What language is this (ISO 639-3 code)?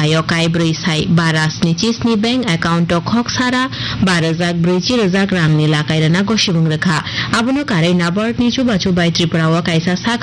trp